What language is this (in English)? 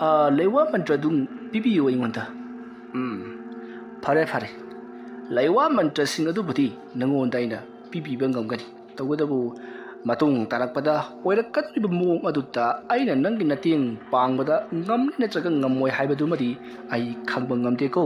Manipuri